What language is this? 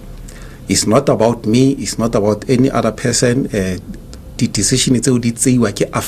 Tswana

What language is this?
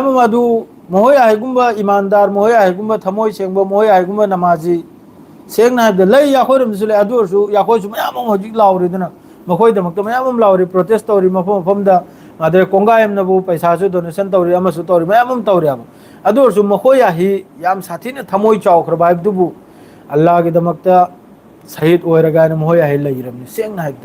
Manipuri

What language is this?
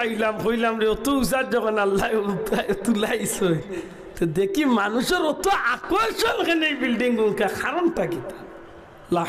Sylheti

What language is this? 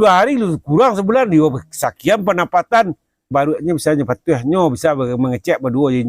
Minangkabau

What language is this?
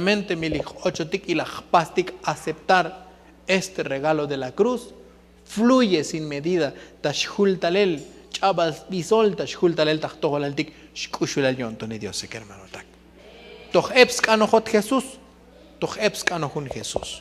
Tzotzil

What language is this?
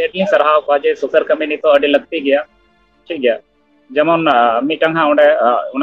Santali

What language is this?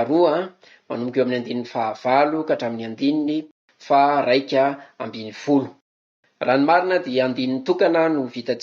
Malagasy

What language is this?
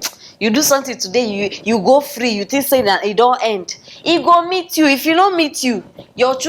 Nigerian Pidgin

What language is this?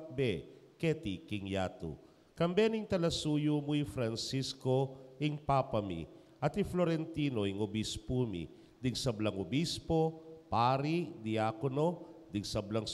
Pampanga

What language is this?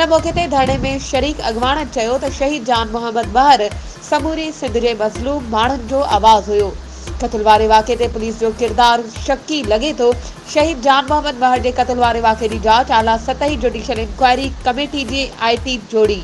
Sindhi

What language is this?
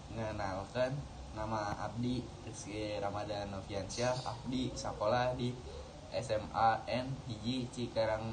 Sundanese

